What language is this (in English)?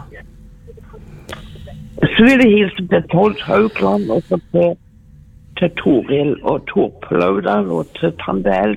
Norwegian